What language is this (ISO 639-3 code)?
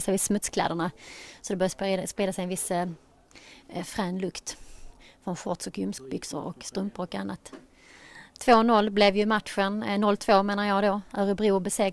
swe